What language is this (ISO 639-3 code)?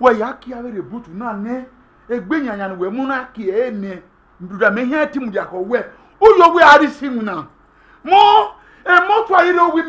bin